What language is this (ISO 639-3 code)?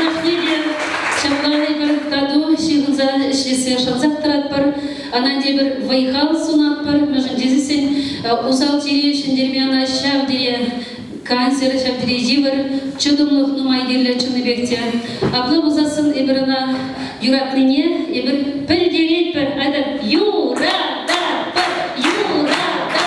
chv